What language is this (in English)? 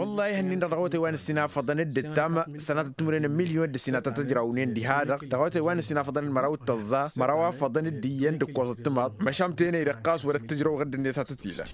Tamasheq